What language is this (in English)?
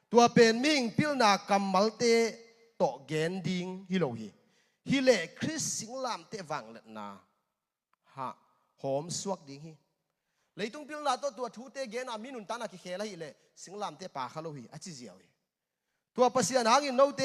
Tedim Chin